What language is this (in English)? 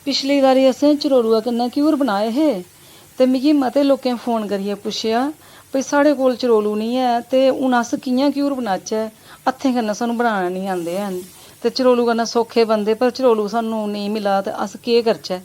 Dogri